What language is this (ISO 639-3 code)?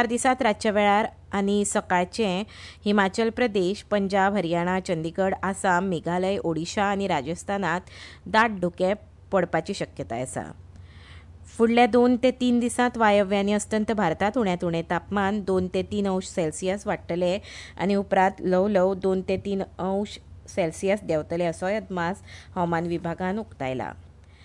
kok